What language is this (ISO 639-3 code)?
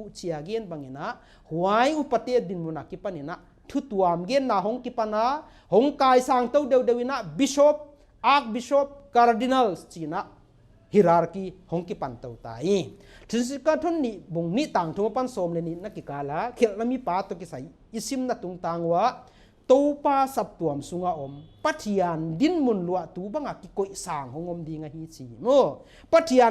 pck